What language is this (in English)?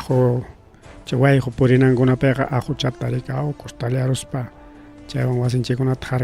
Ayacucho Quechua